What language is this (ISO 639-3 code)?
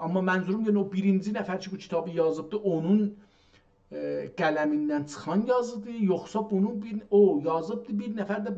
azb